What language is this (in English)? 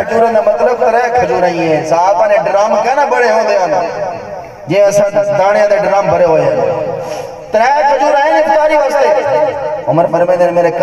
Saraiki